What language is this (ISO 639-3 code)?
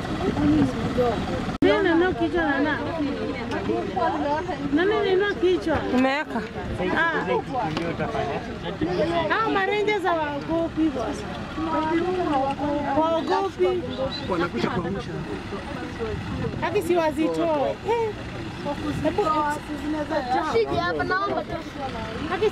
swa